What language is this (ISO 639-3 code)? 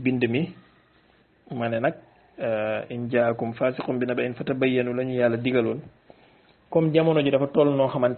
wol